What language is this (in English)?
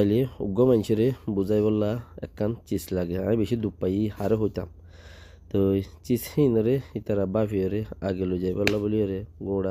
Rohingya